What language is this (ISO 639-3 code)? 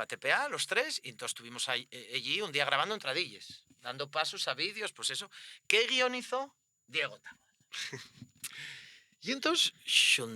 ast